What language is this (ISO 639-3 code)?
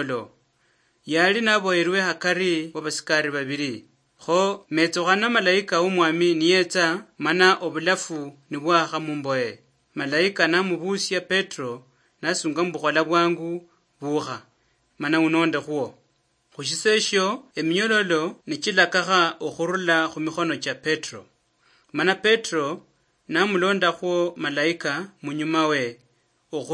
luy